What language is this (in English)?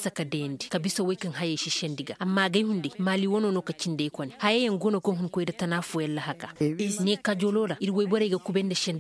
Koyraboro Senni